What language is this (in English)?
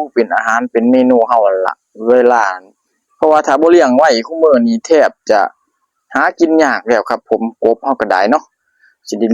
Northeastern Thai